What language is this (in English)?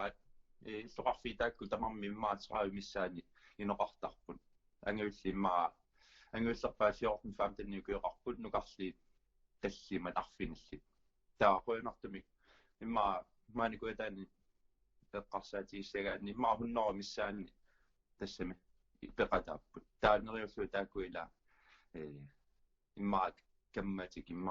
Kalaallisut